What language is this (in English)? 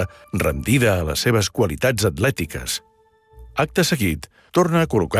Catalan